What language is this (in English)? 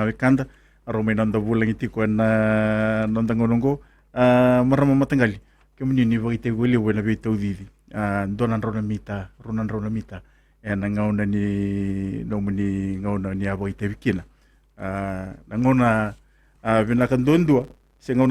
Fijian